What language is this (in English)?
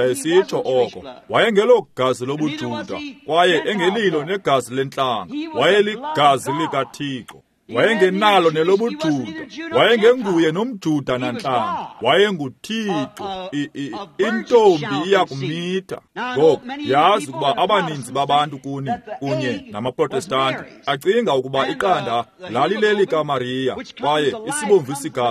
Xhosa